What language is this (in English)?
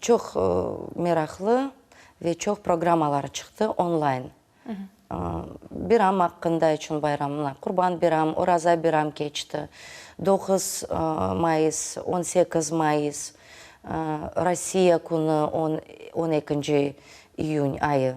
Crimean Tatar